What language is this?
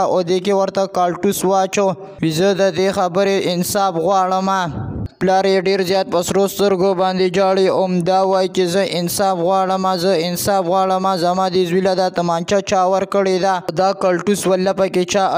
Pashto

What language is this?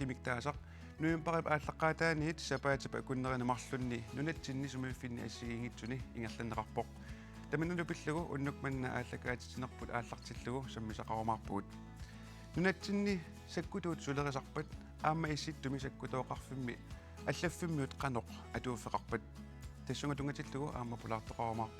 Kalaallisut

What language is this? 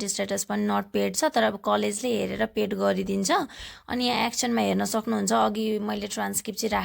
Nepali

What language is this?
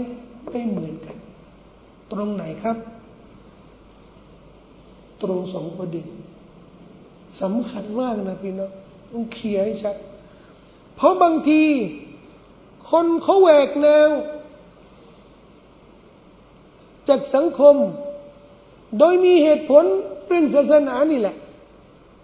Thai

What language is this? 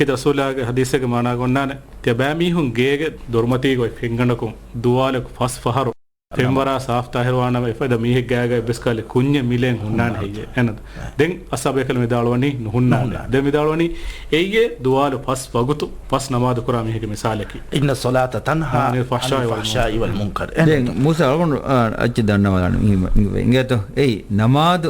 Divehi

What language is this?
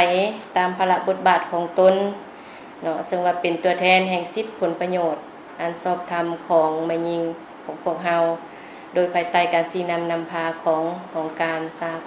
Lao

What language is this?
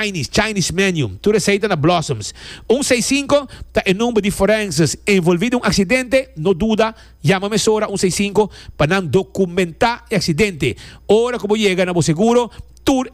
Papiamento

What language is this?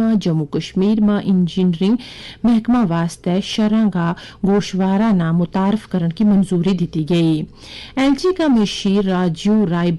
Gujari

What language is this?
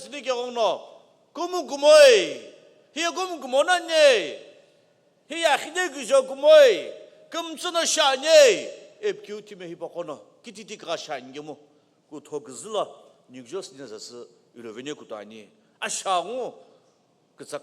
Sumi Naga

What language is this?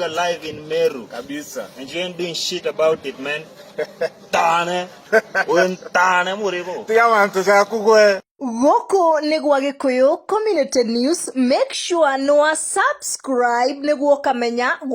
Kikuyu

